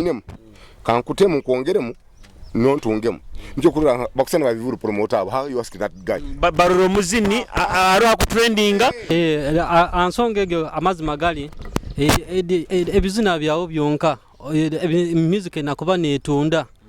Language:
Nyoro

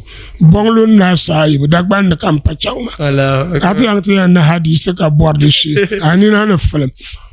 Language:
Dagbani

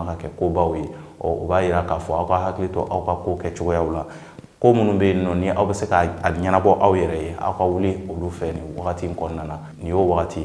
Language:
Bambara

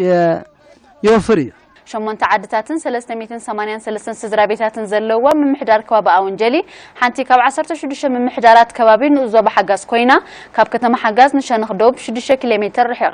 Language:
Tigrinya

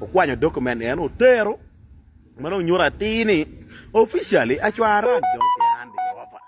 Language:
Acoli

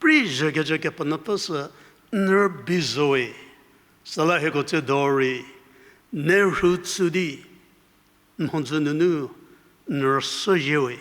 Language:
Angami Naga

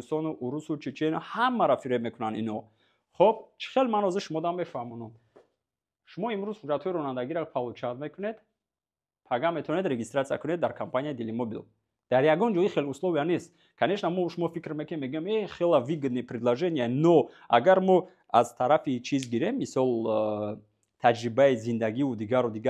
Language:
Tajik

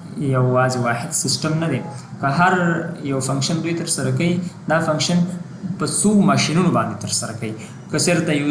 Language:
Pashto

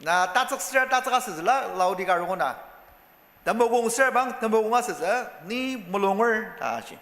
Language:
Ao Naga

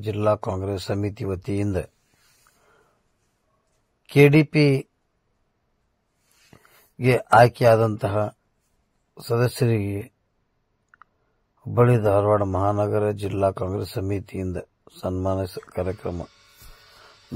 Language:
Kannada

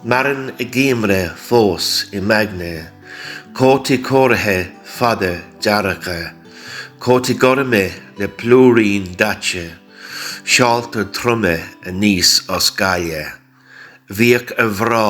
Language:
Irish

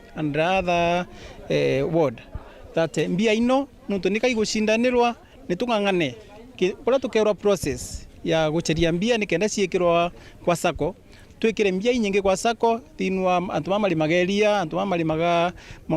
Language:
Meru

